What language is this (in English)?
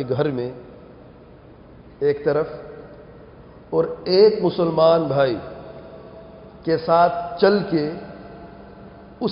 Urdu